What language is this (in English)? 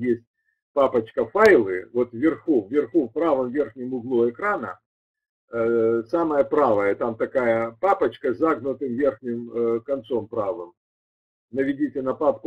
Russian